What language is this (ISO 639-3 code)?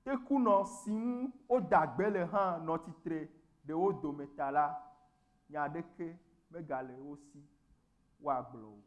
ewe